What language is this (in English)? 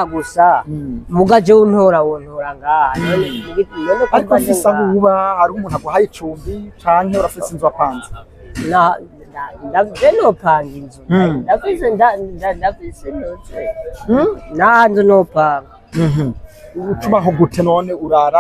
Rundi